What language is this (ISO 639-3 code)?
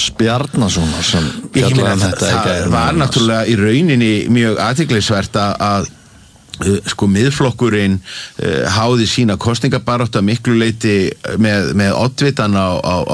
isl